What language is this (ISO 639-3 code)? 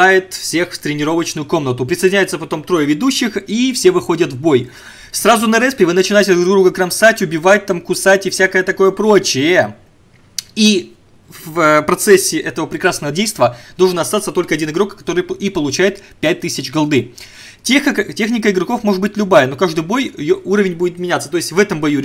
rus